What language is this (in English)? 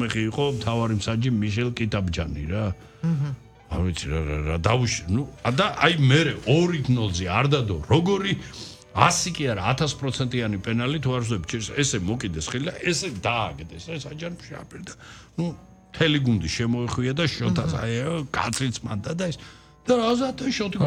Georgian